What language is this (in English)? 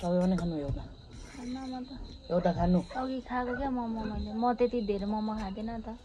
Nepali